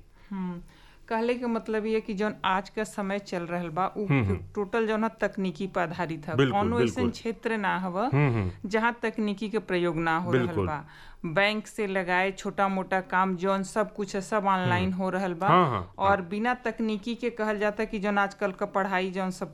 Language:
Bhojpuri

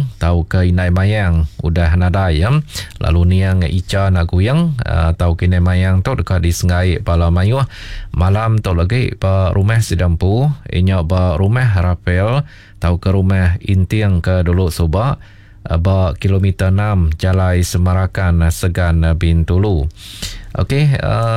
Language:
Iban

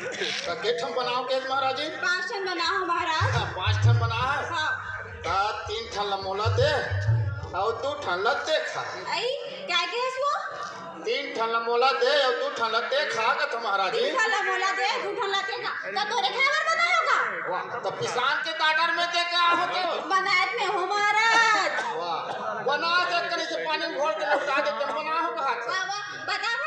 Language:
Chhattisgarhi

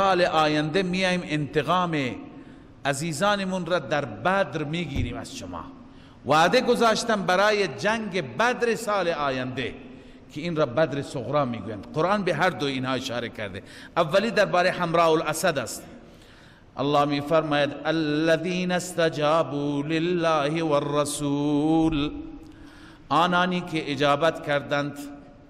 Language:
Persian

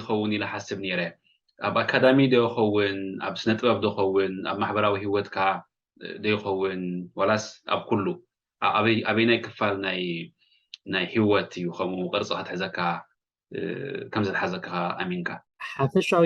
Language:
Tigrinya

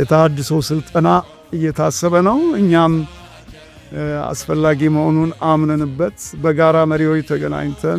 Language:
Amharic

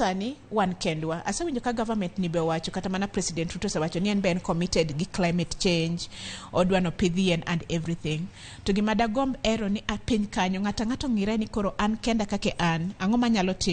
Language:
Luo (Kenya and Tanzania)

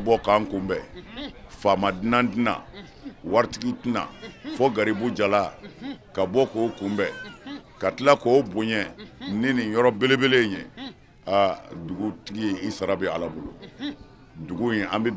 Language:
Bambara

